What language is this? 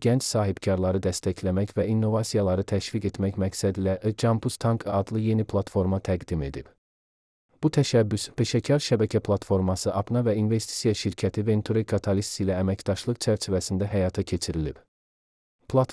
Azerbaijani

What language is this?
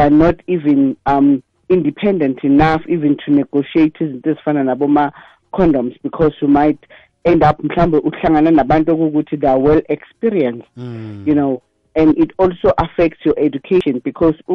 South Ndebele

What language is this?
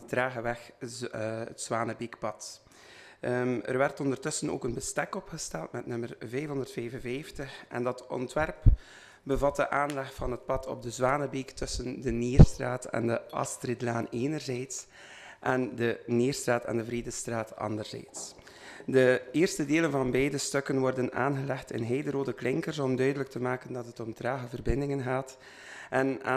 Dutch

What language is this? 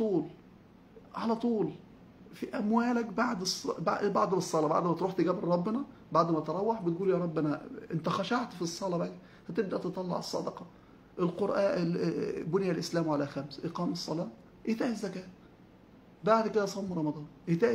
Egyptian Arabic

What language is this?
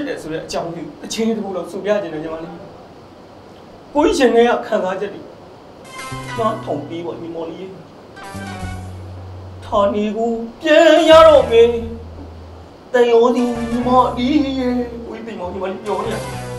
Burmese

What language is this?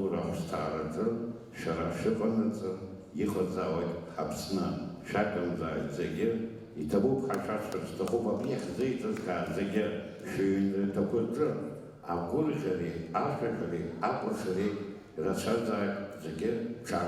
Abkhazian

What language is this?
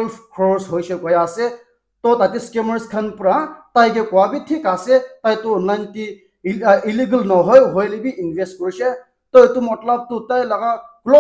Naga Pidgin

